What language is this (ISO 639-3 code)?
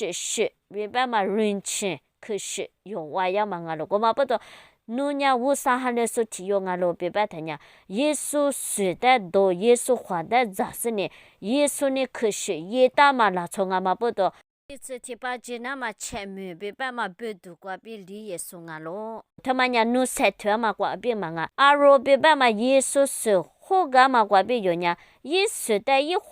lis